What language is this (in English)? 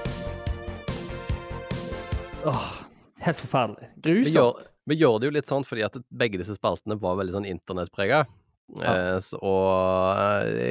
Norwegian